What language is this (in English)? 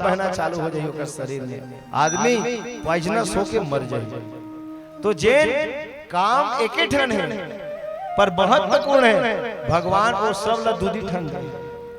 Chhattisgarhi